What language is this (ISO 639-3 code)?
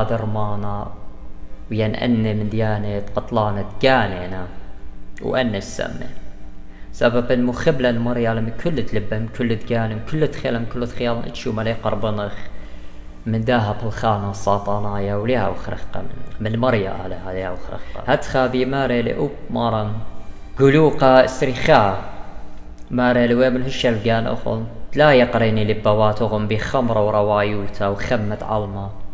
aii